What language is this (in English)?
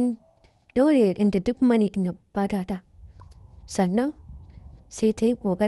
Hausa